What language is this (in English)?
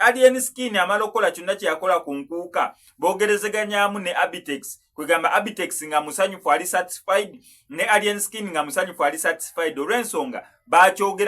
Ganda